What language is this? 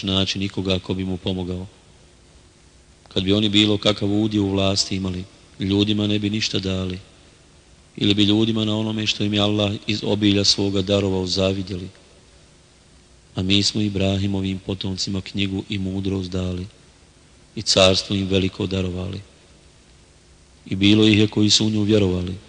Bosnian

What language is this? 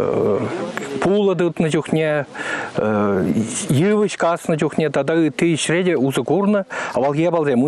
Chuvash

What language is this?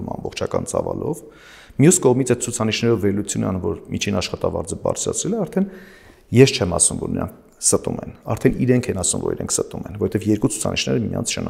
Armenian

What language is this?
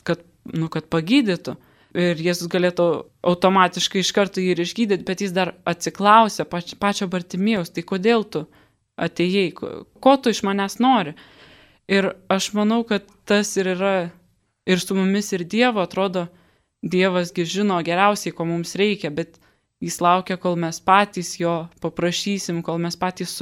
Lithuanian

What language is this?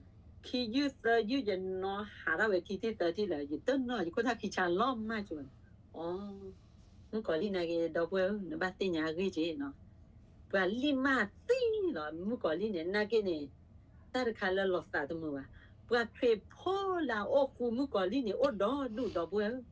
S'gaw Karen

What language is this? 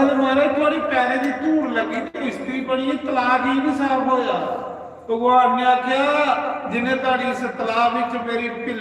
Dogri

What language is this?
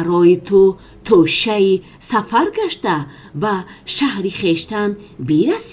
Tajik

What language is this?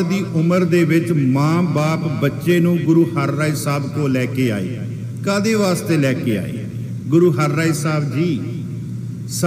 Punjabi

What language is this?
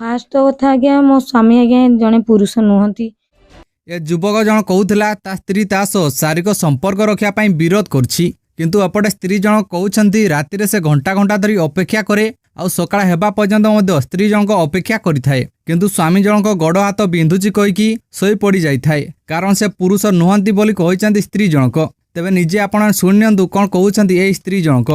Odia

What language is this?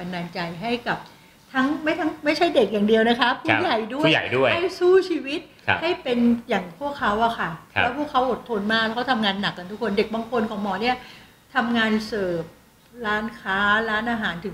Thai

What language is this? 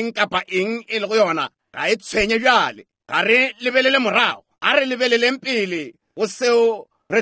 Northern Sotho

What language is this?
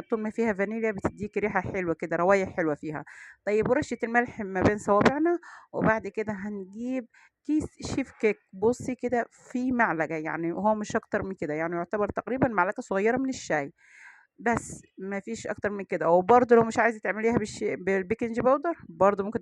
Egyptian Arabic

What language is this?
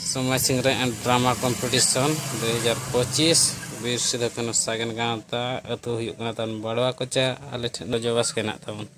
Santali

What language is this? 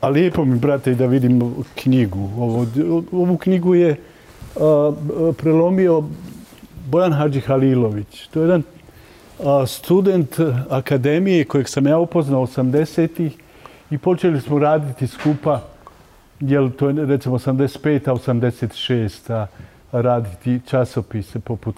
Bosnian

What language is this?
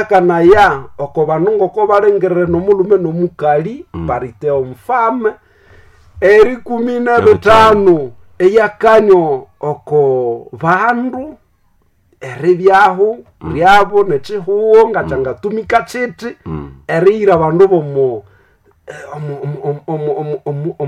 Nande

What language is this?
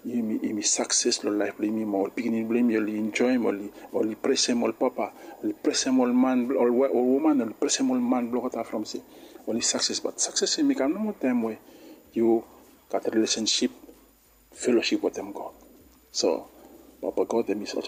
Bislama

